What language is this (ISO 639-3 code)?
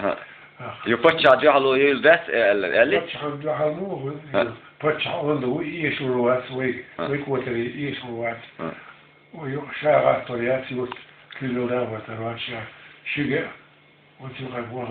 che